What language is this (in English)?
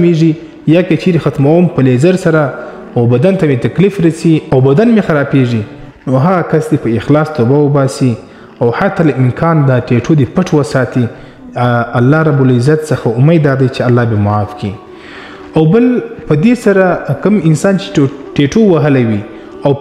Pashto